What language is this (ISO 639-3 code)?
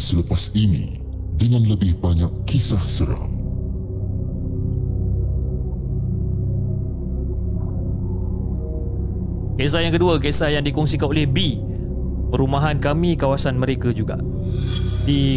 msa